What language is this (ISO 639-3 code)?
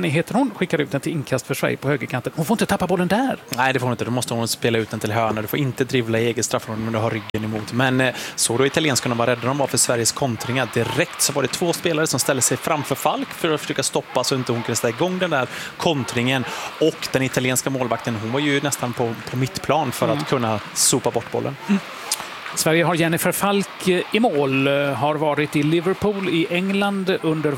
swe